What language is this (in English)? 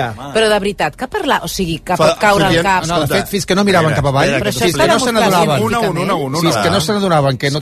Catalan